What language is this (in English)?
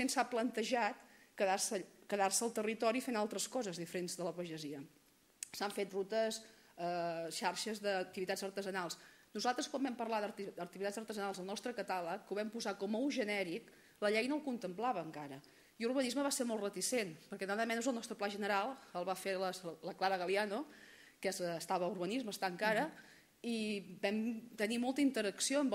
Catalan